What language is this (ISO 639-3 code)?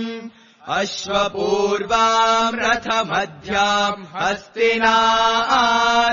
san